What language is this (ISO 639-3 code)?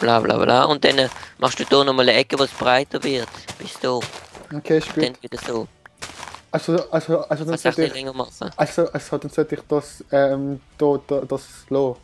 gsw